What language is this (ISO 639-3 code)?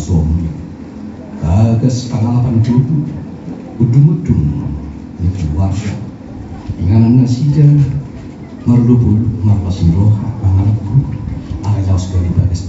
bbc